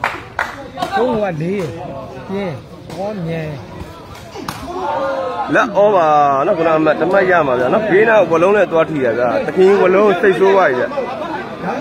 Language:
Burmese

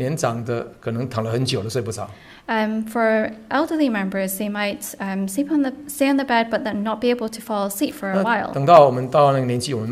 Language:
Chinese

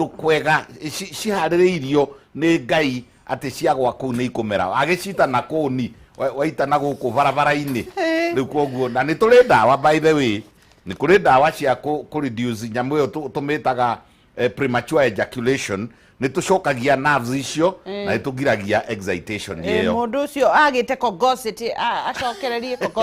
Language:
Kikuyu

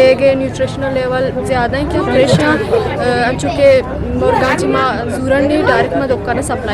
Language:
Eastern Balochi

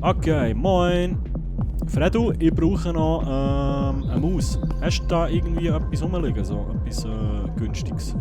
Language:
Swiss German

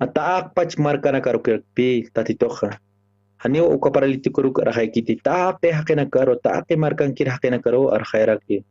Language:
Aymara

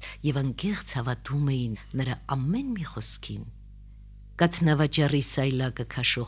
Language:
Armenian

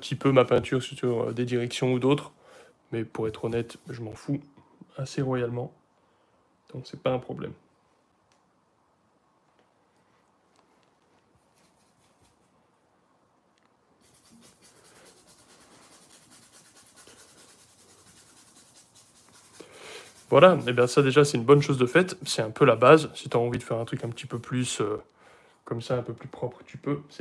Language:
French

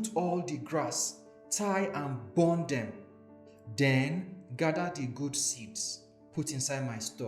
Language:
Nigerian Pidgin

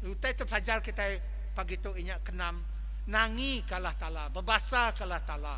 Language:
Iban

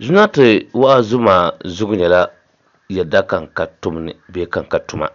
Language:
Dagbani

